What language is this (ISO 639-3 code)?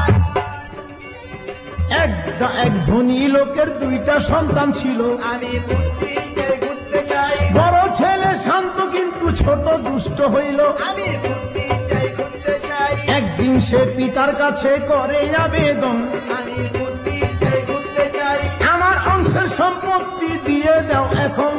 ben